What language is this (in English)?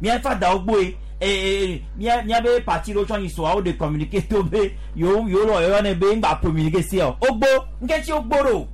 Gen